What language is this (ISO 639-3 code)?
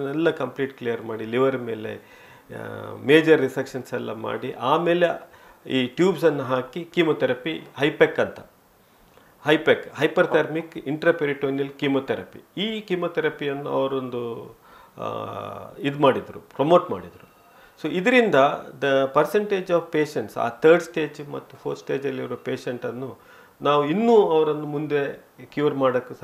kan